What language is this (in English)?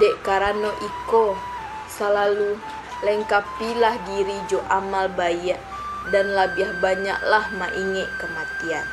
Minangkabau